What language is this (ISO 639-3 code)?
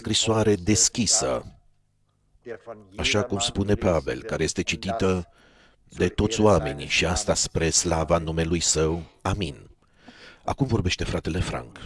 ron